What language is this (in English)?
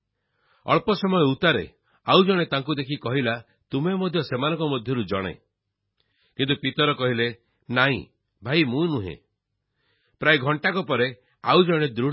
Odia